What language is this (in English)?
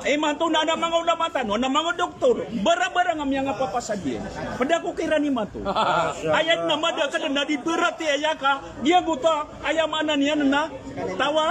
Maranao